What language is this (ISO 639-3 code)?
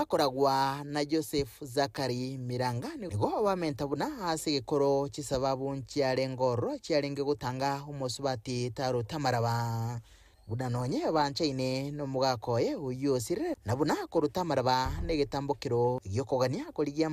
guz